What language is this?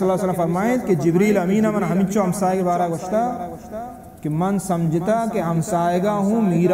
Baluchi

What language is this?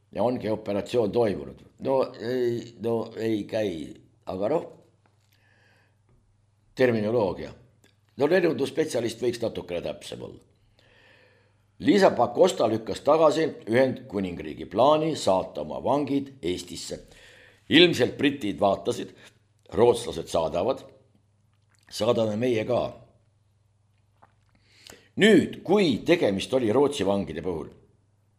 Estonian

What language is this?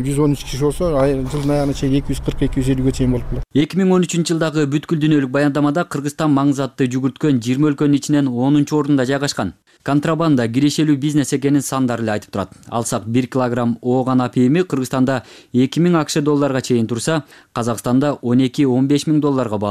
Kyrgyz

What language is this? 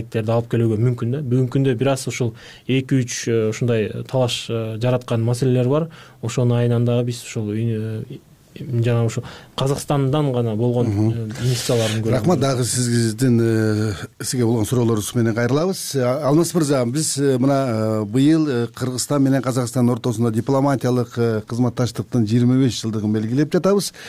Kyrgyz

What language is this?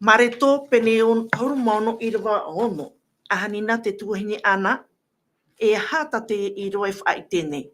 Tahitian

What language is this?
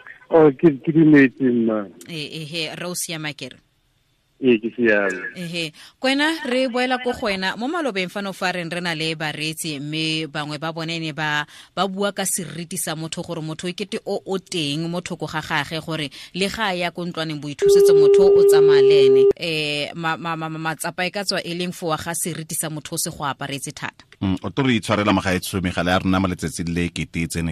Tswana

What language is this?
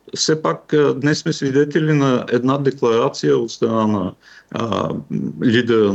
Bulgarian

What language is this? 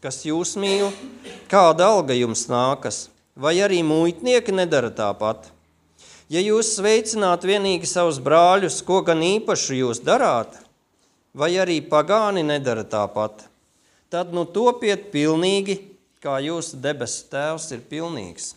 Latvian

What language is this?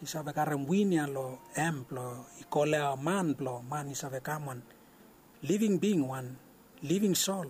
Bislama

